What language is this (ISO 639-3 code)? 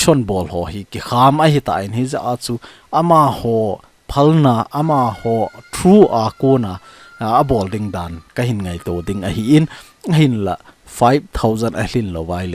tcz